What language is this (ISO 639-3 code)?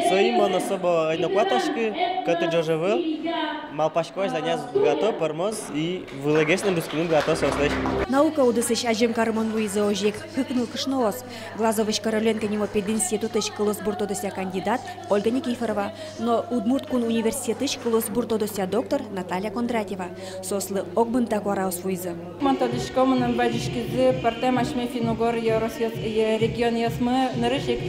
udm